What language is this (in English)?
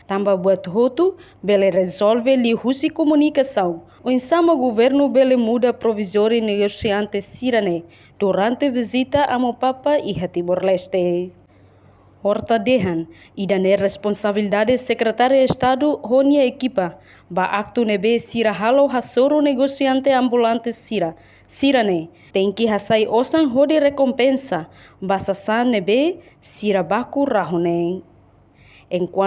Tetum